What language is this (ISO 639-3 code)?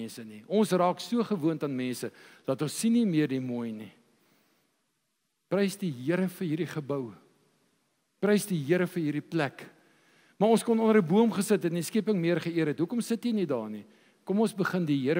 afr